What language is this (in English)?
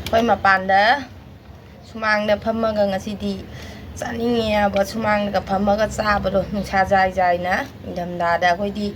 Manipuri